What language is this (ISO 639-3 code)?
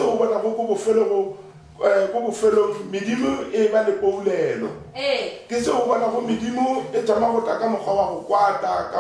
nso